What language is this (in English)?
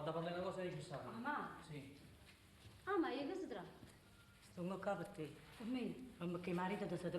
Neapolitan